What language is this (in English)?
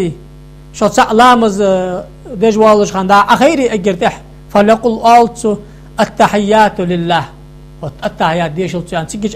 Ingush